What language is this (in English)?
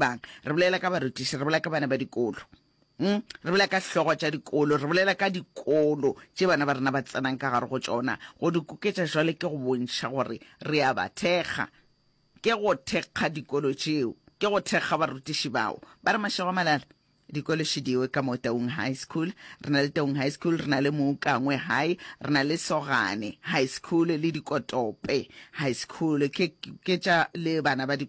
Northern Sotho